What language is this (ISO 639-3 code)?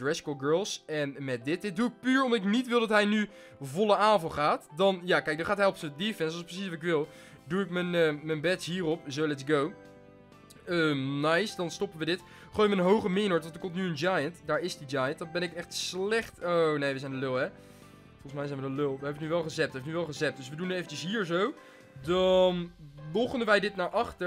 nld